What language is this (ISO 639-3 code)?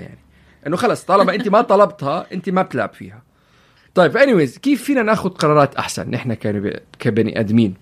apc